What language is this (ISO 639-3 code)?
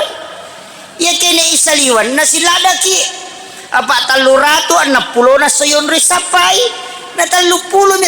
bug